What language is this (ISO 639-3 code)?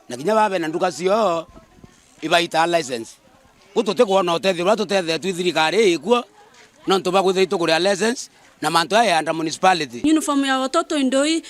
mer